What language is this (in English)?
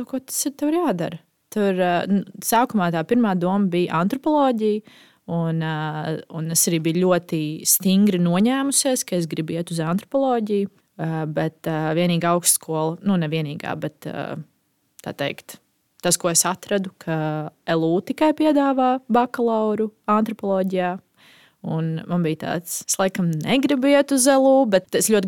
Latvian